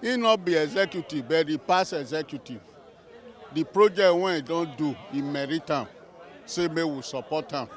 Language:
Nigerian Pidgin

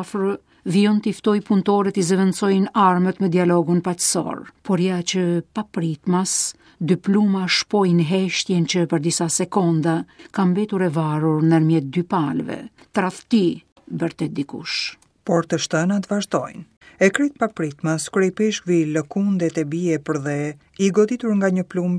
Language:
Albanian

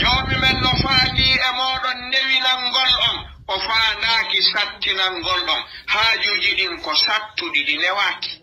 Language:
Fula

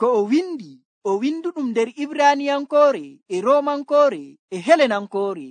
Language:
Nigerian Fulfulde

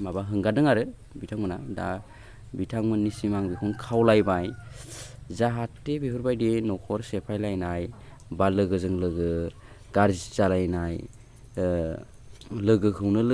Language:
Bodo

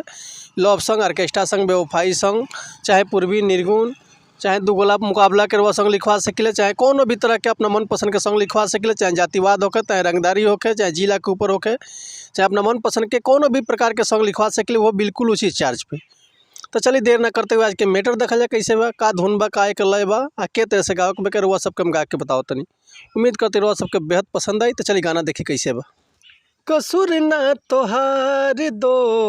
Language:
Bhojpuri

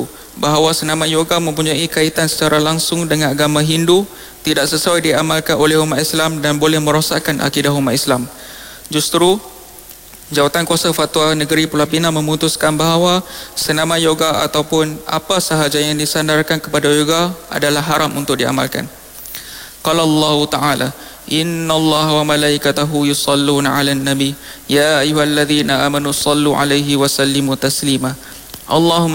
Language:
Malay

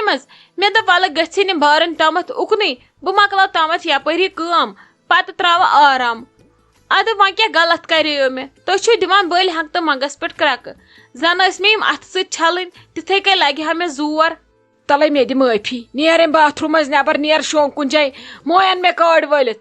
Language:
Kashmiri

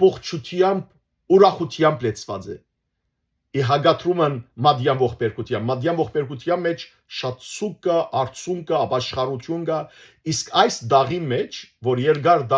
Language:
Western Armenian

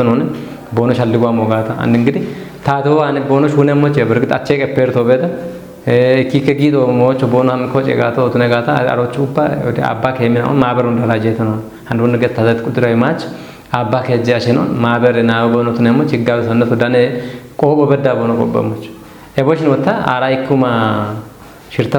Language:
Kafa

